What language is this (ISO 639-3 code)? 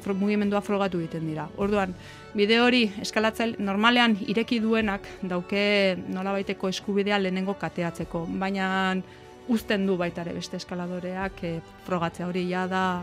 eus